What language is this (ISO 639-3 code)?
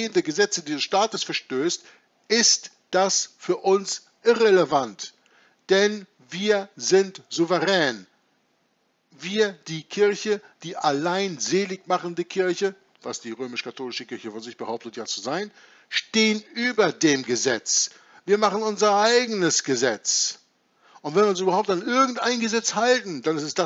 deu